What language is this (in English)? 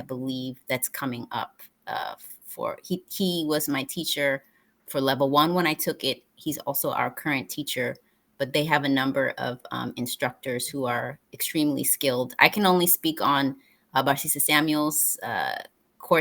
English